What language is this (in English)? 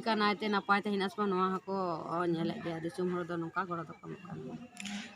Santali